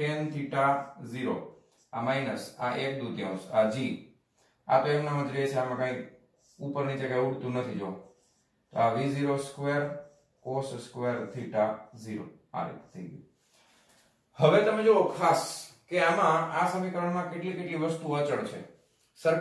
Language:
Gujarati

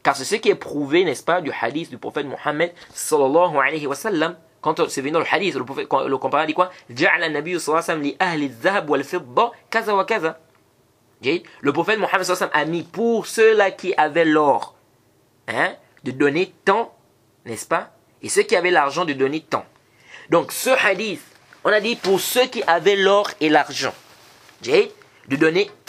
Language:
French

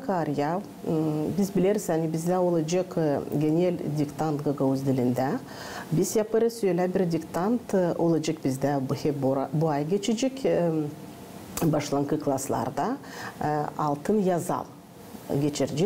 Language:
Gagauz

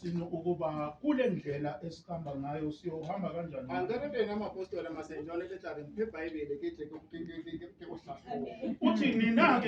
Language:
Zulu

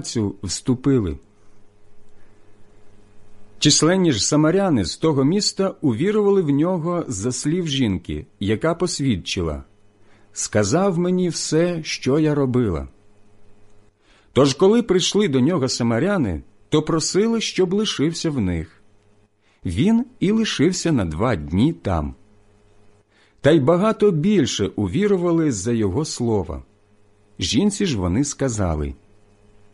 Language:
Ukrainian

